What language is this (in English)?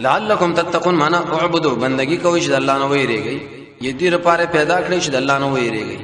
Pashto